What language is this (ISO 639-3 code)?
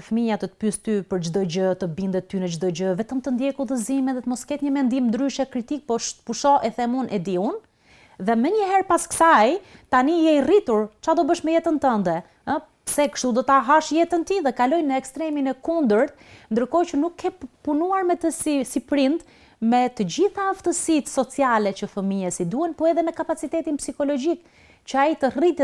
sqi